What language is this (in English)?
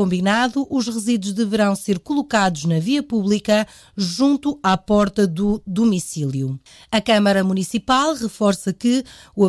Portuguese